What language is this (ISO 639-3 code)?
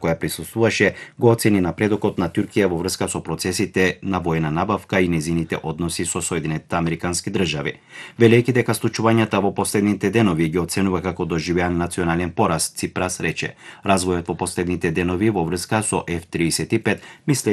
mkd